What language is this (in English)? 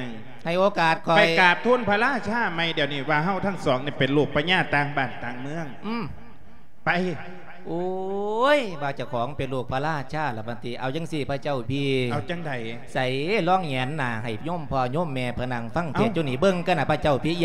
Lao